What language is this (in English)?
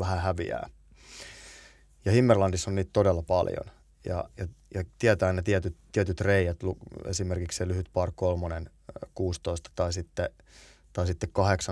Finnish